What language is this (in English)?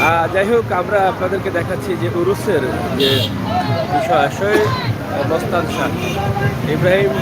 Sylheti